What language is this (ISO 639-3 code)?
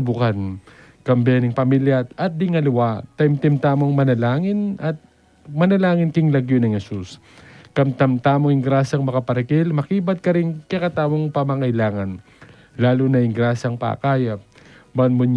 pam